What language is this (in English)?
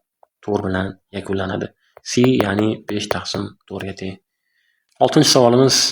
Uzbek